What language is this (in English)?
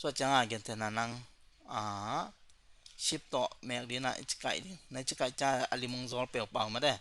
Tedim Chin